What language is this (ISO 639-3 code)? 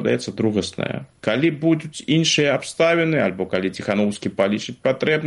bel